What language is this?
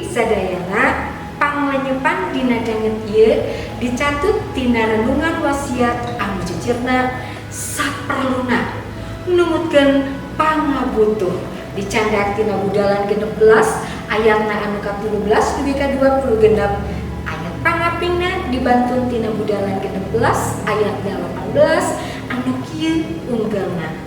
Sundanese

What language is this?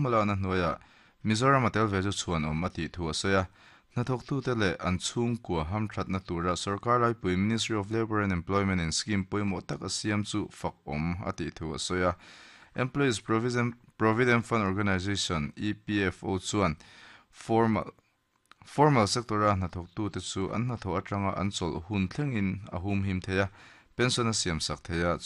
Mizo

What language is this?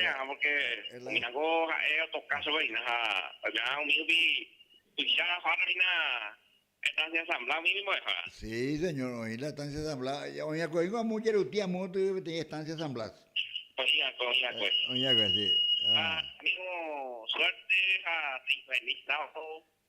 Guarani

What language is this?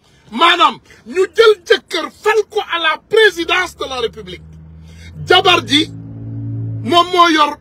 Wolof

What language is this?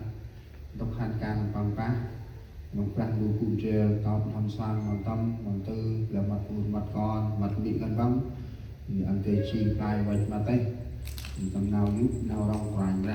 Central Mnong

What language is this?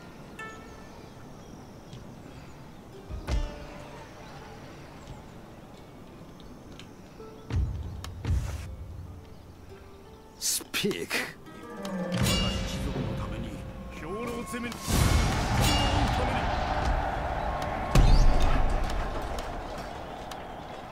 Japanese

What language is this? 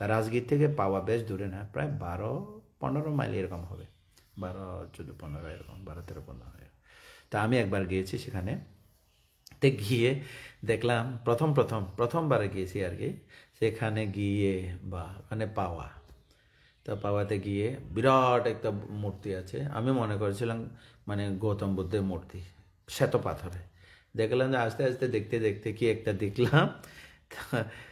Bangla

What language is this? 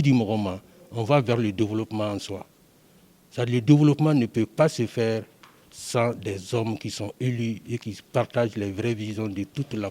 Bambara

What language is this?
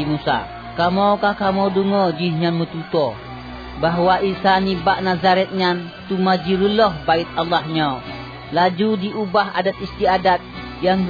Achinese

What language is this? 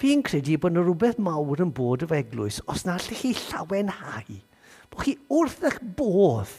Welsh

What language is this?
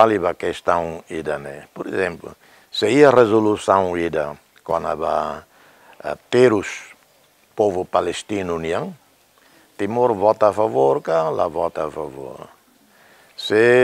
Tetum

